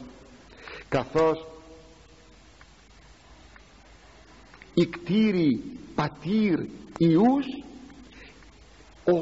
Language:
Greek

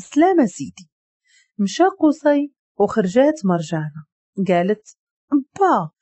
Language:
Moroccan Arabic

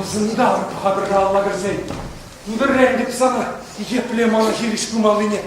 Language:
Chuvash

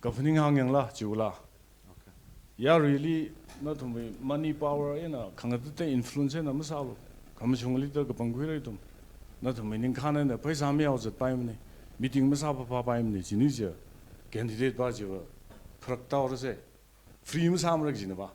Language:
Tangkhul Naga (India)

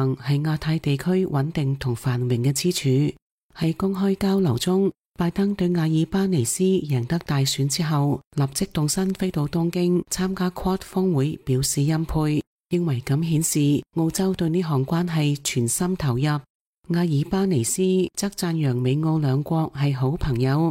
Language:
Cantonese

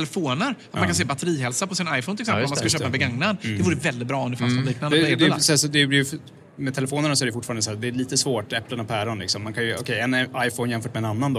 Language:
Swedish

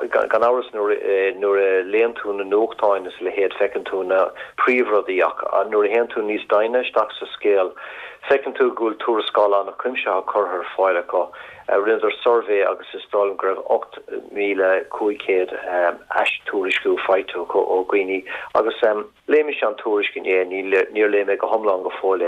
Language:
Irish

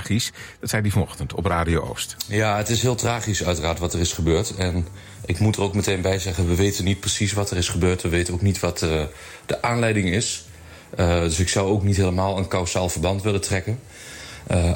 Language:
Dutch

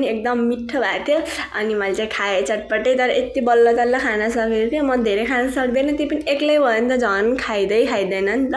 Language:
Nepali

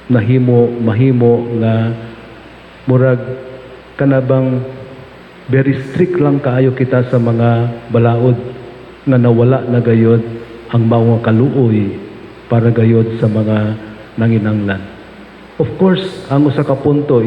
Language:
Cebuano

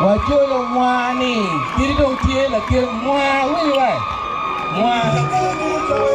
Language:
Acoli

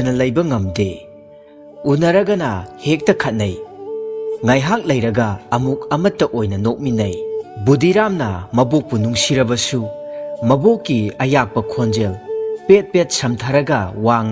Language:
Manipuri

